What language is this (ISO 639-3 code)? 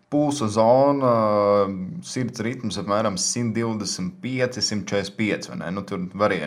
lav